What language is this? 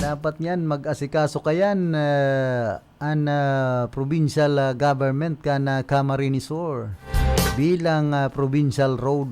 Bikol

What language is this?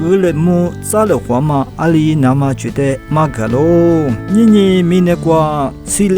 Lisu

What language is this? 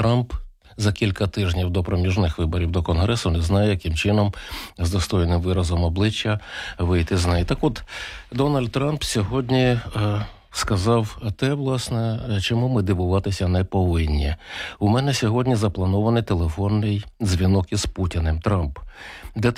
Ukrainian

